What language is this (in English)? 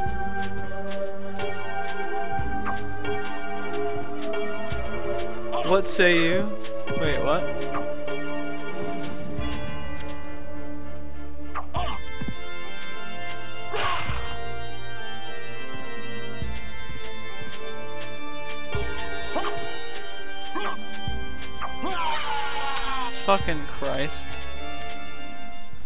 English